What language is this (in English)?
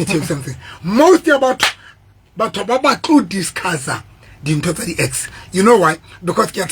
Southern Sotho